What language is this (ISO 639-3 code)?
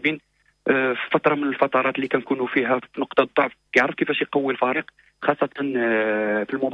ary